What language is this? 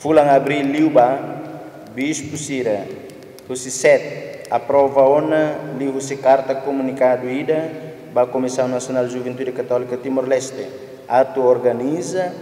Tetum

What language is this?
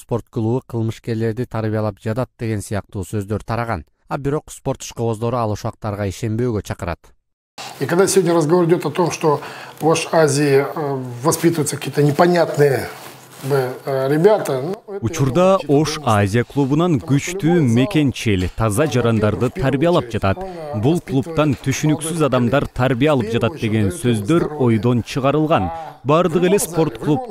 Kyrgyz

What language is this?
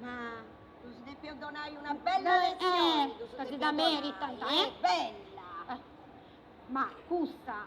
Sardinian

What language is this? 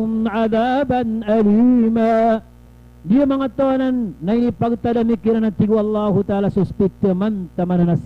Maranao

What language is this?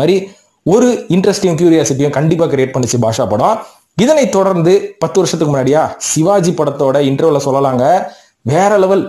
Tamil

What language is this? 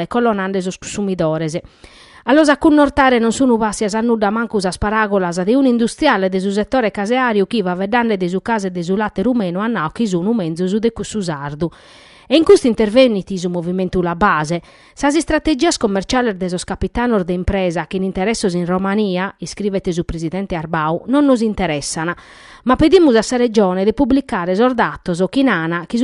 Sardinian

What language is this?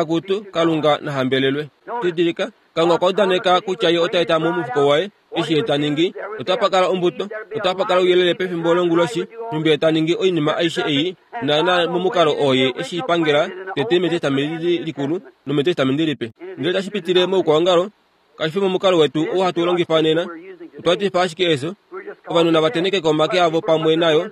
Kuanyama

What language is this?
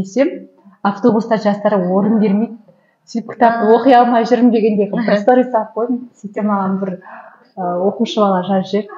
Kazakh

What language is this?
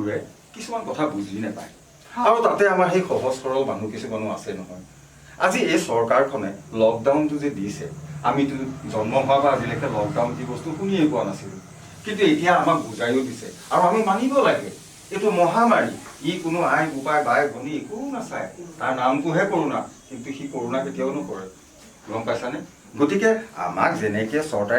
Assamese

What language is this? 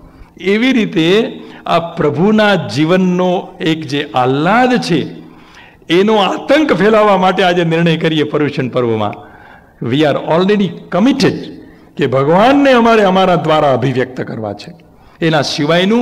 Gujarati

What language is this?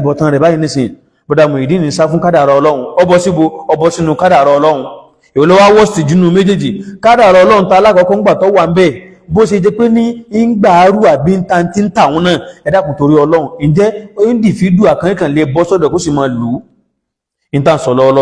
Yoruba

